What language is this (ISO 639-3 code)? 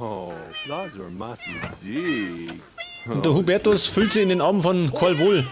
bar